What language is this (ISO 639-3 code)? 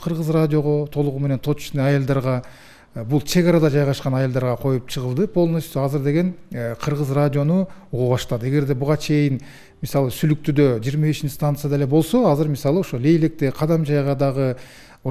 kir